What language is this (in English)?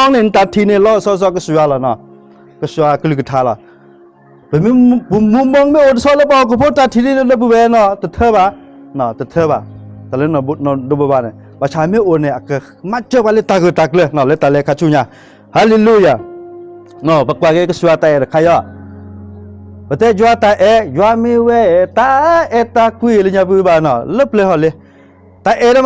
S'gaw Karen